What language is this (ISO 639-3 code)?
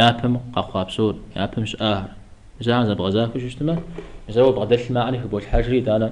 kbd